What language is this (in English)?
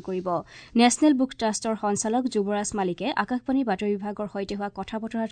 Assamese